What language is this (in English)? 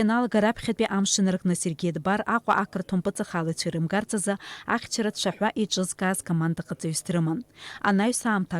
Abkhazian